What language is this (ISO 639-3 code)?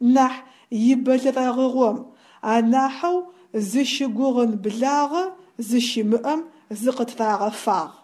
ady